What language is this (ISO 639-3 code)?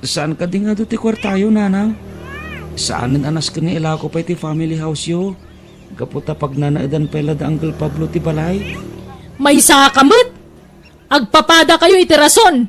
ilo